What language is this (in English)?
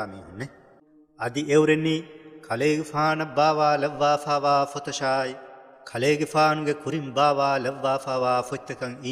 Divehi